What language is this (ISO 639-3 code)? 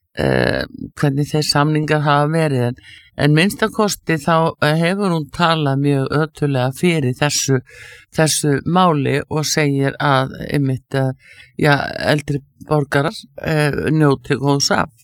isl